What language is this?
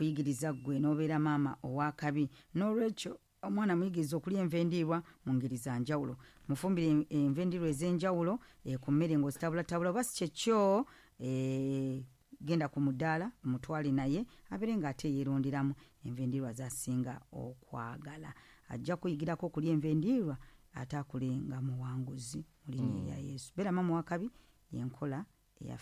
Ganda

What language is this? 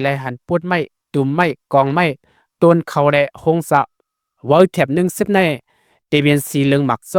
Shan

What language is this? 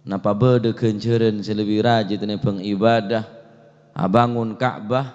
Madurese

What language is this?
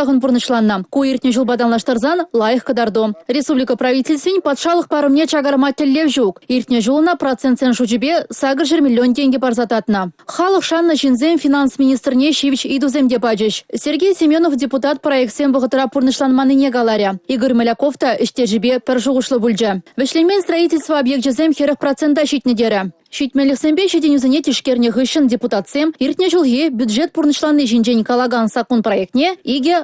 Chuvash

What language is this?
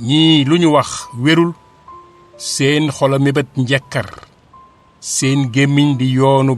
Wolof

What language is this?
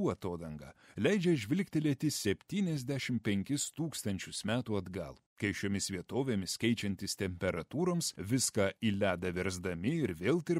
Lithuanian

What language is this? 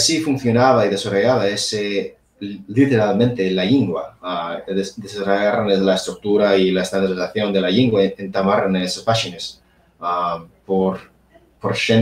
Asturian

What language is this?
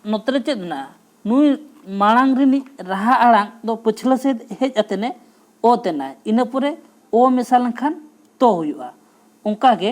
Santali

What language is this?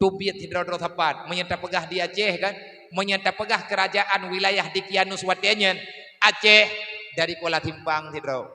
Achinese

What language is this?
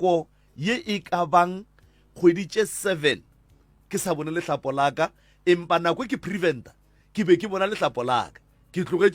Northern Sotho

